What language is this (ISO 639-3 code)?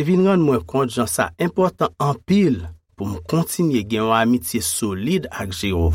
hat